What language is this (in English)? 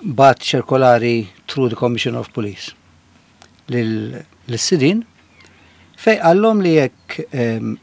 Maltese